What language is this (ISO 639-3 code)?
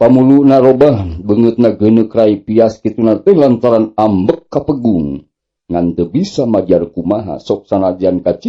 sun